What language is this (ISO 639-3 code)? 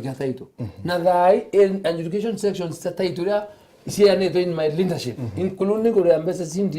mer